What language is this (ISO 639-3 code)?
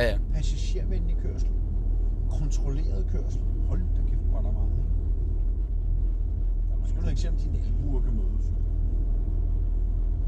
dan